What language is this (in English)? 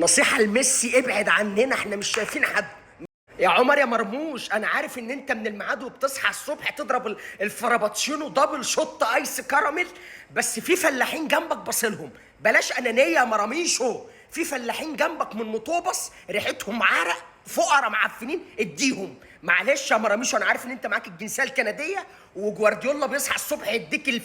Egyptian Arabic